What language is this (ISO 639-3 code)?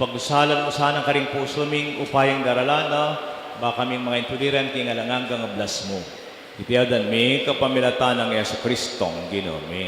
pam